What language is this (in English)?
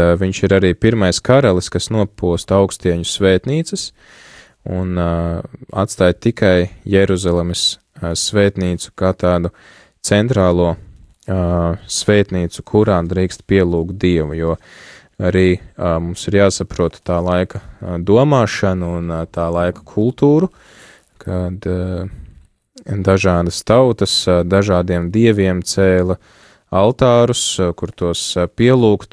Latvian